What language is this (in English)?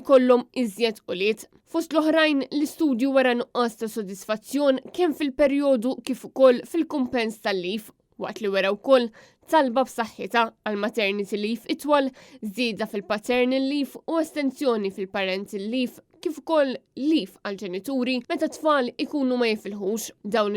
Maltese